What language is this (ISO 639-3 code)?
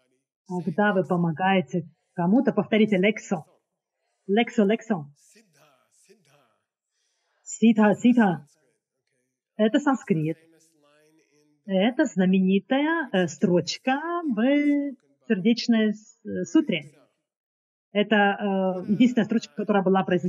rus